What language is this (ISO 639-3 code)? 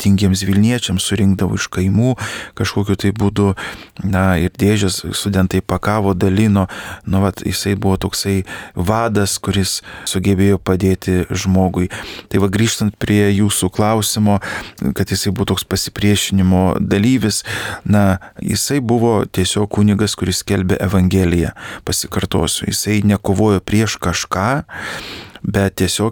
lit